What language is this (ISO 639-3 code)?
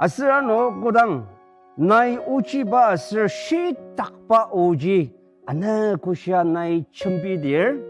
njo